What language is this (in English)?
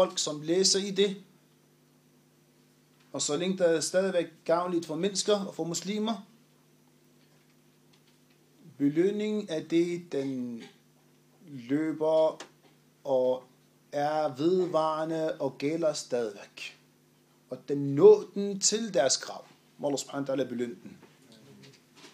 Danish